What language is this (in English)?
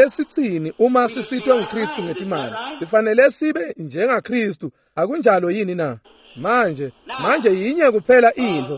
Swati